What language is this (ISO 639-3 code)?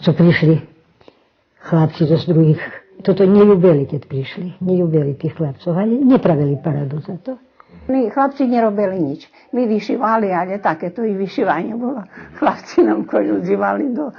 rue